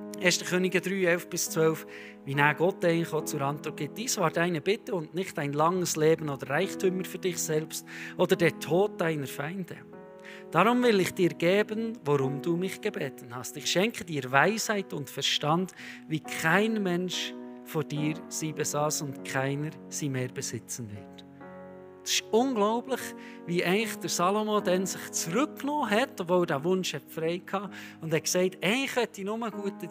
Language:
Swiss German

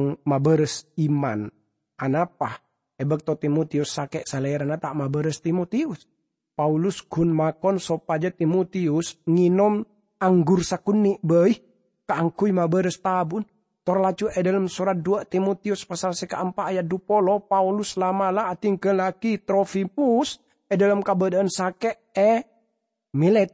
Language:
Madurese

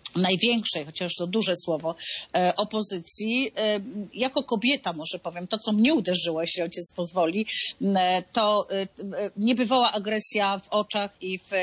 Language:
Polish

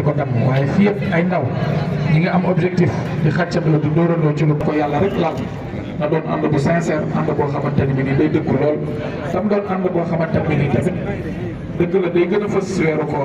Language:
Wolof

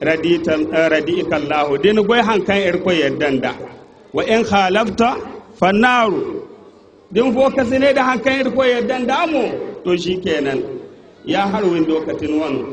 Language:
Zarma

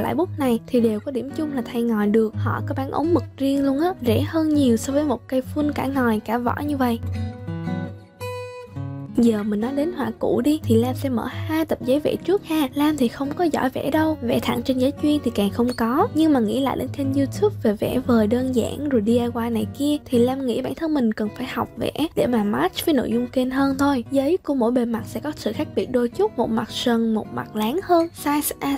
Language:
Vietnamese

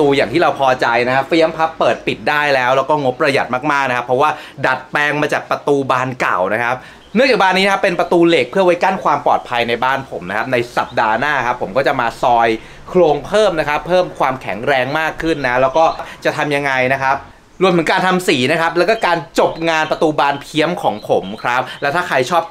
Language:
Thai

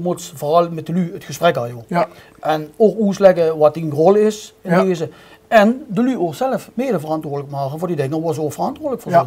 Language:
Limburgish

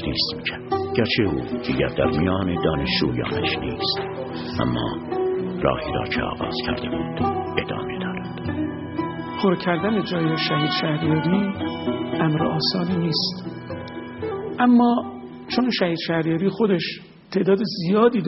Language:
Persian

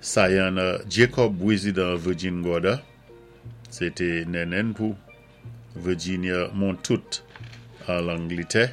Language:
Saint Lucian Creole French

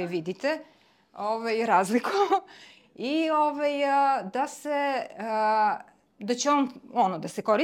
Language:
Serbian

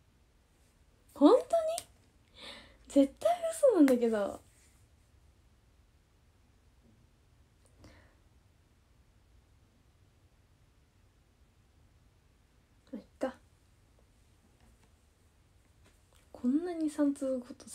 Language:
Japanese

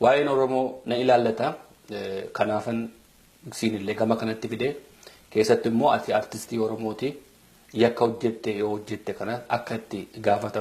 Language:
Oromo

